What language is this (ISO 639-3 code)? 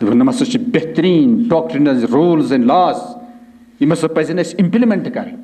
kas